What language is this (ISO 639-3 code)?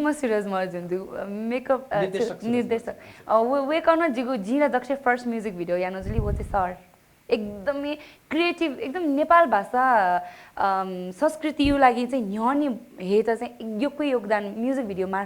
new